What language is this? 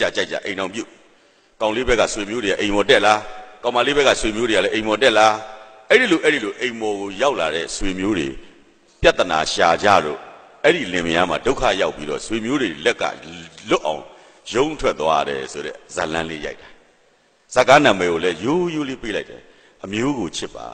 Burmese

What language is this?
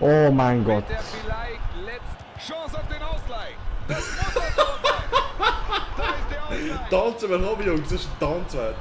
Swiss German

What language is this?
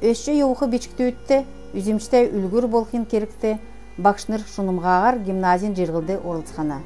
Kalmyk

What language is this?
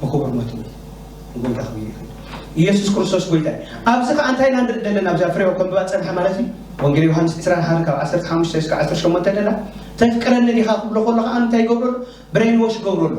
Tigrinya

